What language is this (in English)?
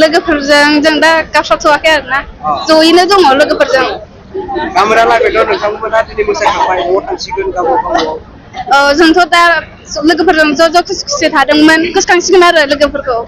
Bodo